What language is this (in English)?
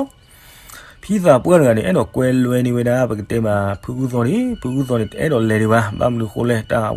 S'gaw Karen